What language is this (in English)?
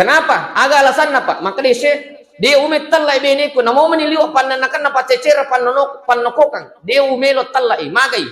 Buginese